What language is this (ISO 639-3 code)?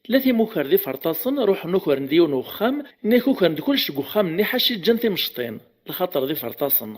kab